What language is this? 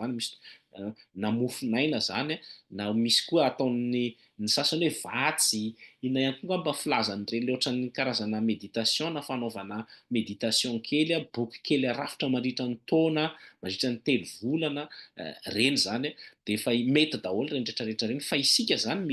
Malagasy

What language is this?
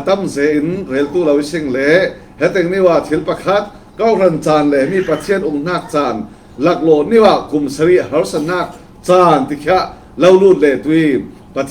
Falam Chin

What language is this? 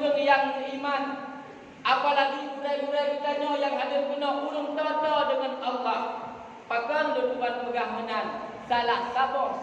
Achinese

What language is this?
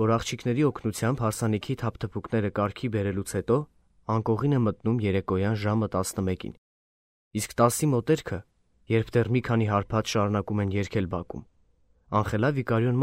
Armenian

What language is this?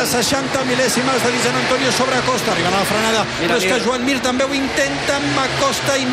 Catalan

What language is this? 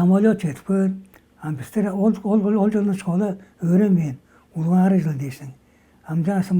Tuvinian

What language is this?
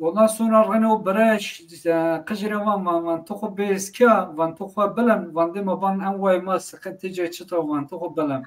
Zaza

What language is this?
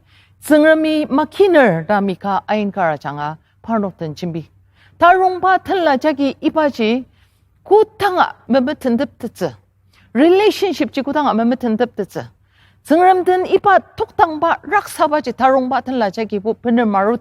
Ao Naga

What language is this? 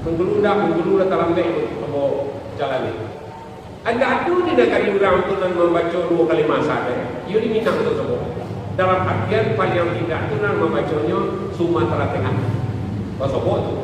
Minangkabau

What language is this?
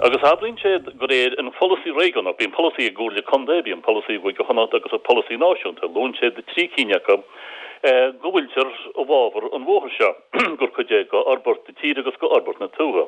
Irish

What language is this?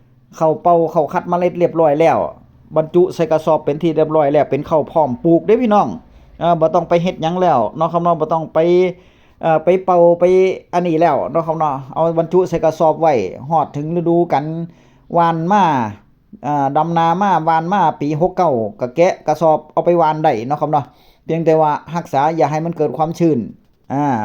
Northeastern Thai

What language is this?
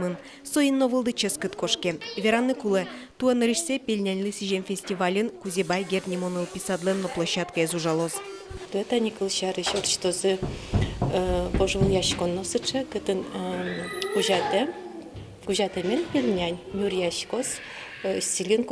Udmurt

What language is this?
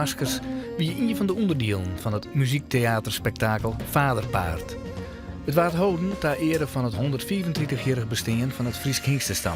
Western Frisian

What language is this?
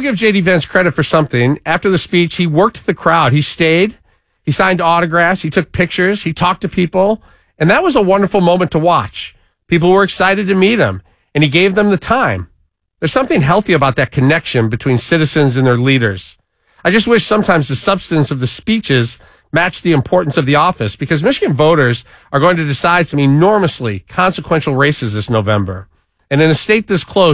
English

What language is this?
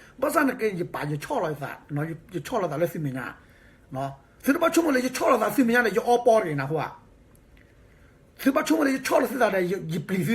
S'gaw Karen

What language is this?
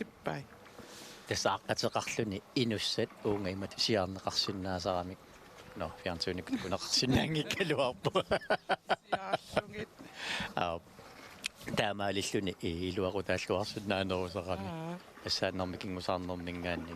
Kalaallisut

